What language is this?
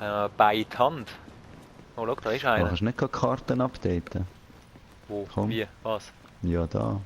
Swiss German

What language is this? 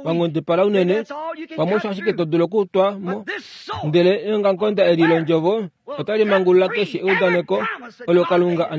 Kuanyama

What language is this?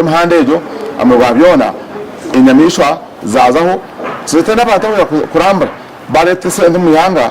Nyankole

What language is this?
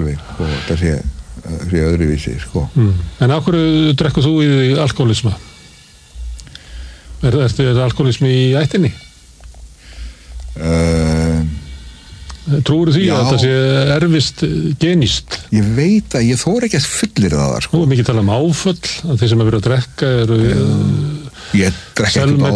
Icelandic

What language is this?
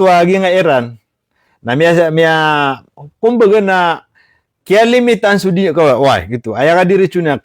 Maranao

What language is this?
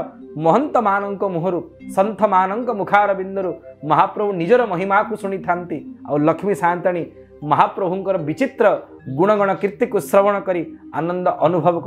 Odia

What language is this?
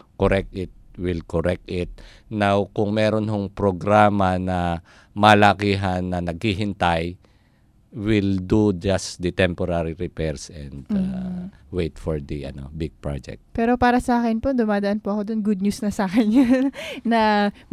Filipino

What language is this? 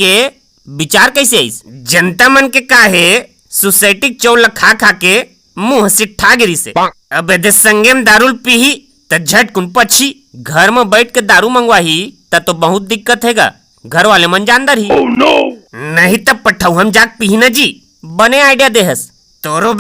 Chhattisgarhi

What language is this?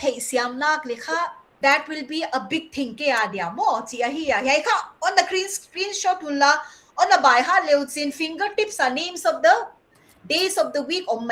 Paite Chin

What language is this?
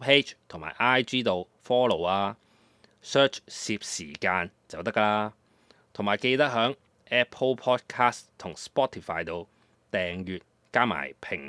Cantonese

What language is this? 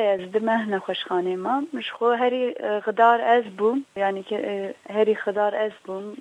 Kurdish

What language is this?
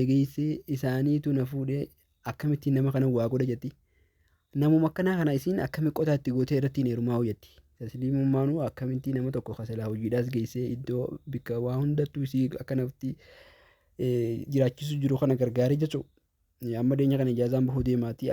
Oromo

